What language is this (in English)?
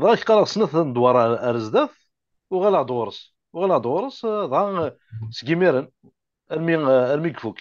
Kabyle